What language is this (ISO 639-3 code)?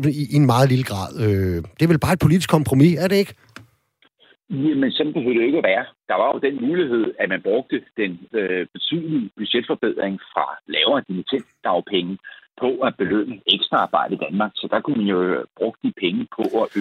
dan